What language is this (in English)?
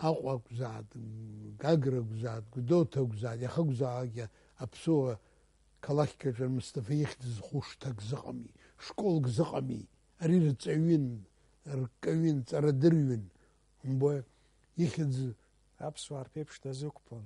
Abkhazian